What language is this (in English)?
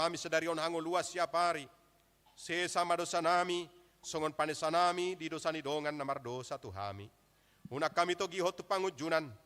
Batak Toba